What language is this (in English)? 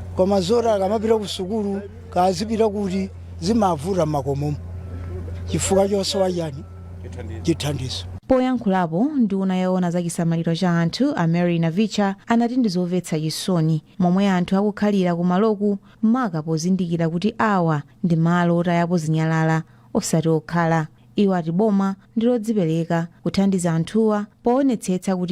Nyanja